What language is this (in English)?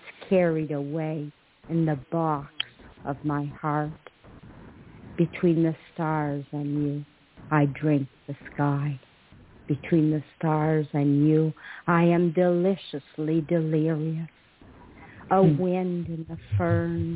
English